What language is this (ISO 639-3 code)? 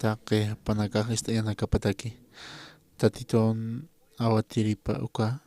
aym